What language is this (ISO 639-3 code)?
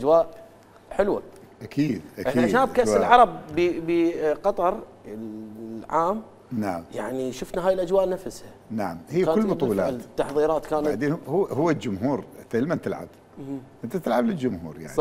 acm